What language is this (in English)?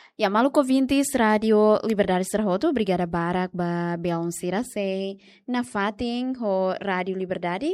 Tetum